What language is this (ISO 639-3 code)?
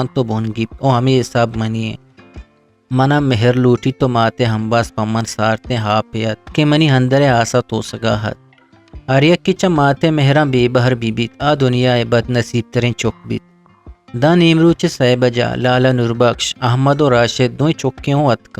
bgp